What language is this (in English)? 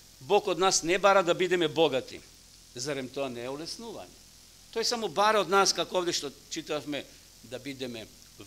Macedonian